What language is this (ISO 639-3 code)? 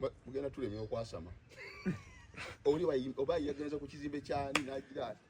lug